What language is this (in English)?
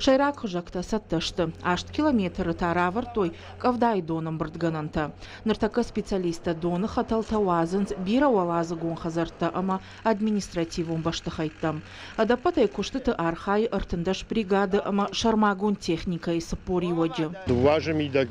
Ossetic